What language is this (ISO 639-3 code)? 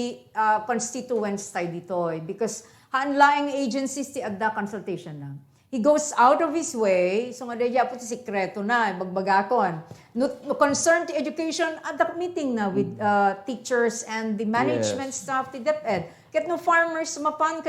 ilo